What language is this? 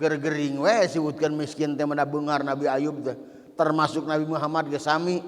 Sundanese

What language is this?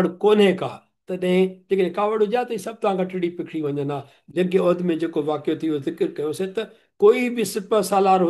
Sindhi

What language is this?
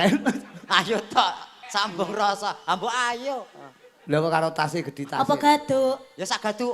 Javanese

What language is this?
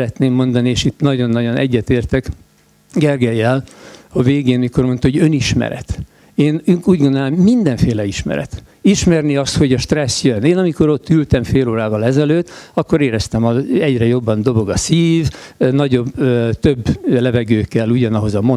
Hungarian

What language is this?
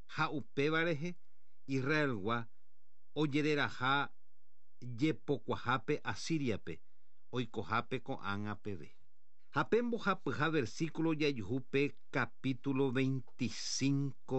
Guarani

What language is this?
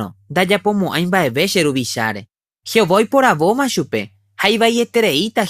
Guarani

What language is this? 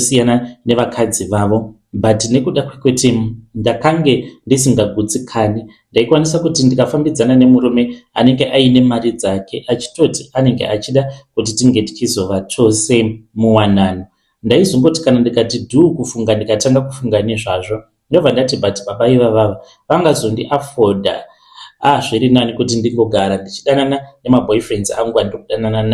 Shona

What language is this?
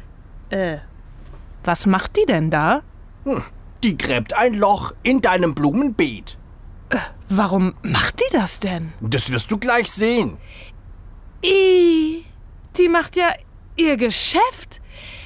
German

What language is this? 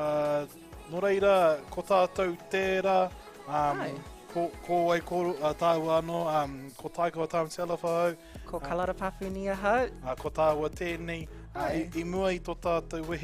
Māori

